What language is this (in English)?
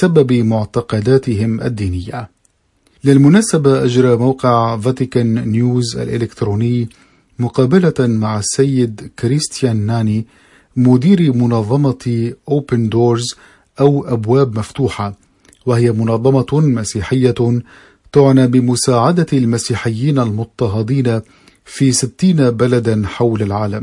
Arabic